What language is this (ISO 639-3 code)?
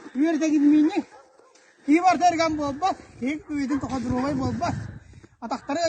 sah